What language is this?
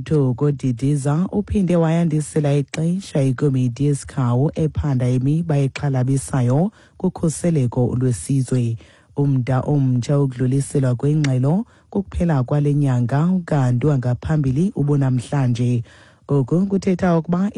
Xhosa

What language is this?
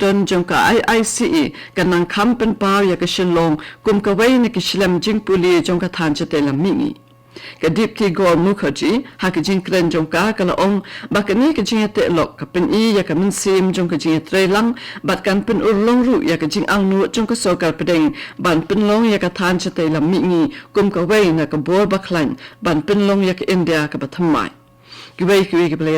Khasi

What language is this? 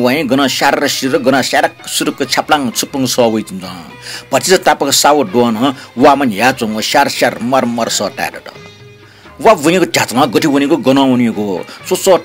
Newari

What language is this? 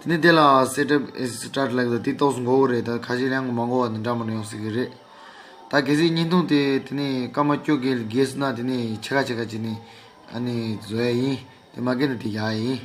Tibetan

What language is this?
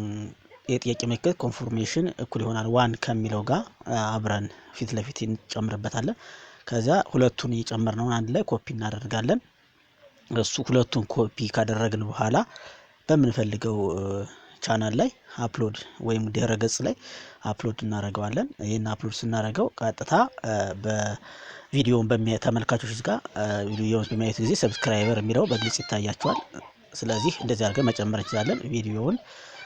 Amharic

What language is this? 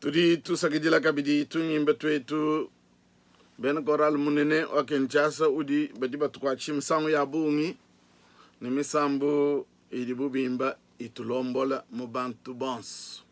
Luba-Lulua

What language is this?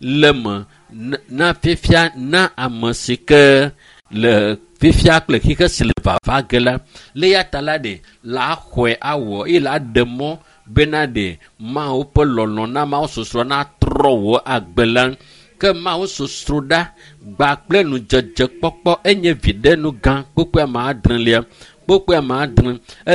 Ewe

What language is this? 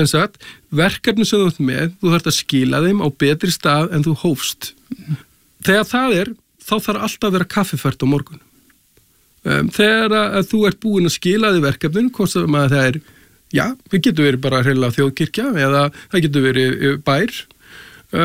Icelandic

